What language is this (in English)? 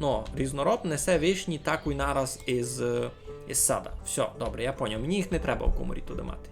Rusyn